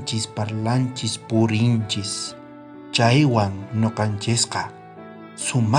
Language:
South Bolivian Quechua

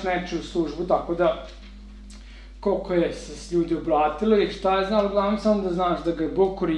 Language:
Serbian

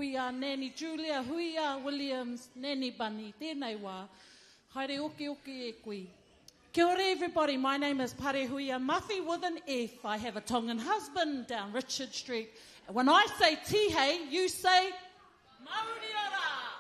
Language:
Māori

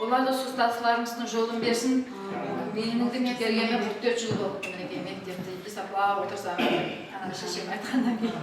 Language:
Kara-Kalpak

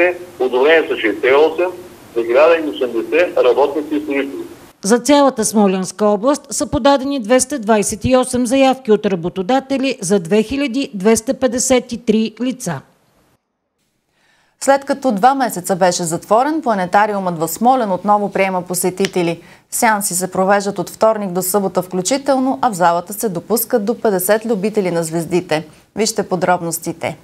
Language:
Bulgarian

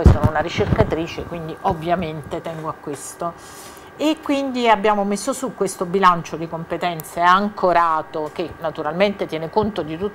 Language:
Italian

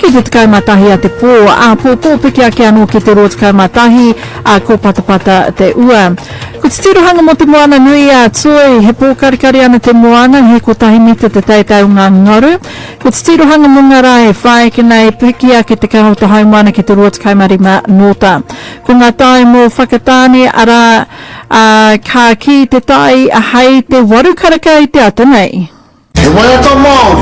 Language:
Māori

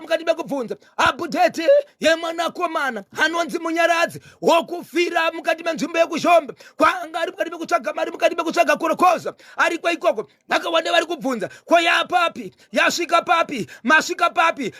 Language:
Shona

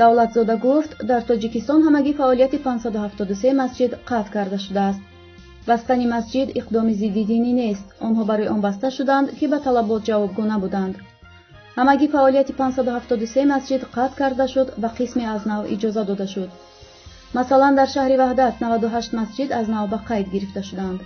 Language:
Tajik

